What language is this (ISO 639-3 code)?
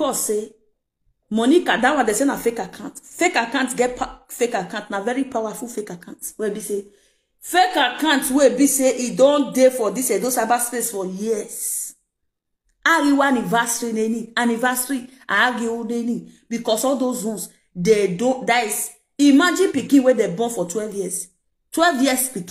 pcm